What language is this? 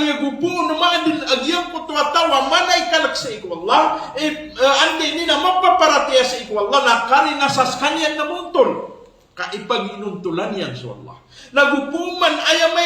Maranao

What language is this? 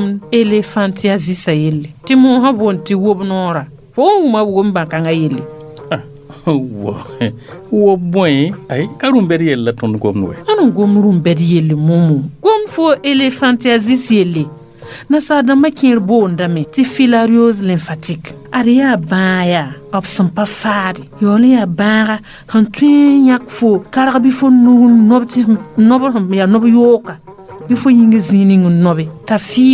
Mossi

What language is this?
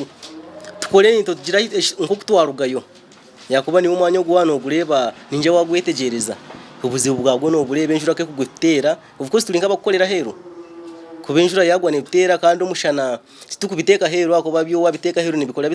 Nyankole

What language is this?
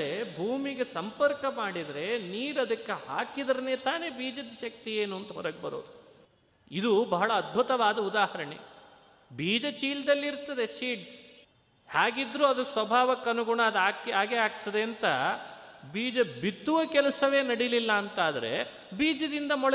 Kannada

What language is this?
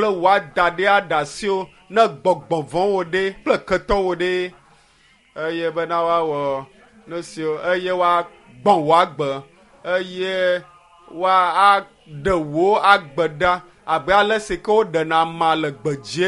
Ewe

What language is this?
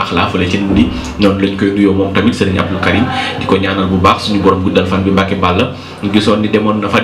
Wolof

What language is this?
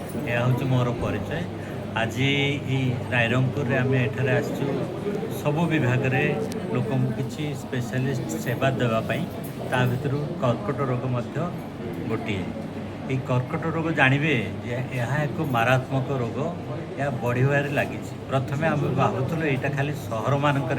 Odia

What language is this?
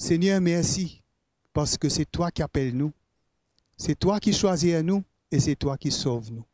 Morisyen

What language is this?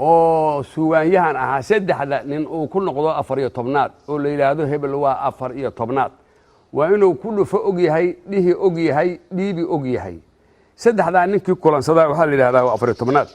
Somali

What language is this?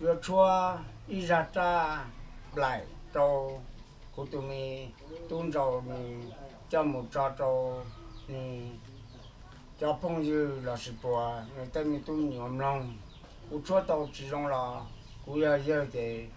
Hmong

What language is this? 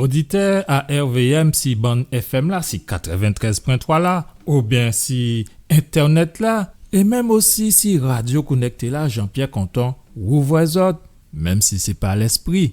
Guadeloupean Creole French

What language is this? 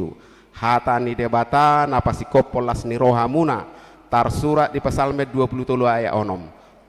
Batak Toba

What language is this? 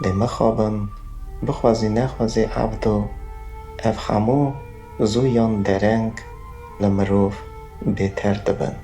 Kurdish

